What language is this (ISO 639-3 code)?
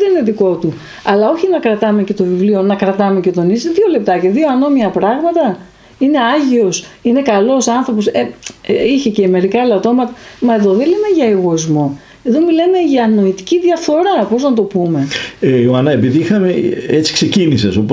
ell